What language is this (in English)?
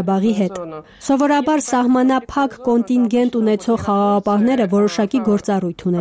Armenian